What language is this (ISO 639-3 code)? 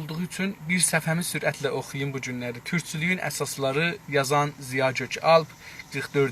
azb